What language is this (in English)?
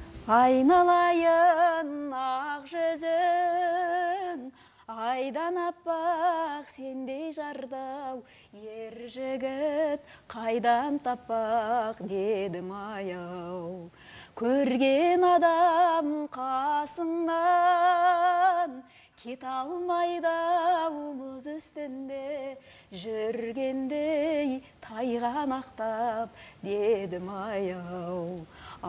Kazakh